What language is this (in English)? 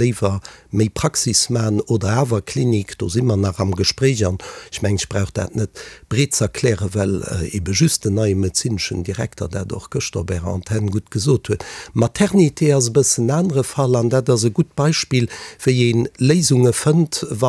Luxembourgish